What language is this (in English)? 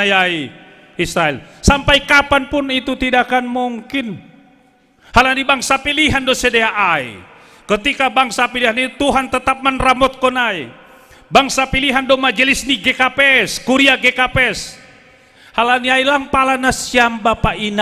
Batak Simalungun